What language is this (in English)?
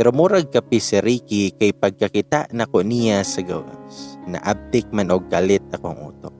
Cebuano